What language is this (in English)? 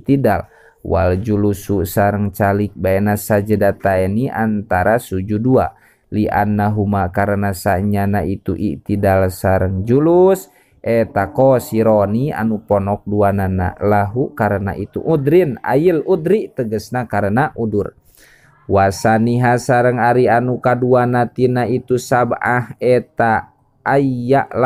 Sundanese